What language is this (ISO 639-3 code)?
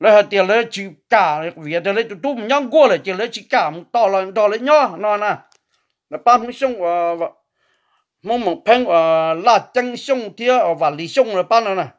hmn